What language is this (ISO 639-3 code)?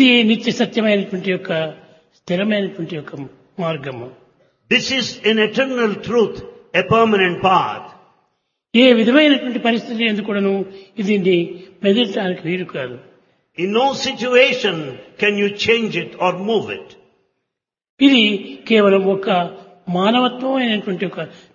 tel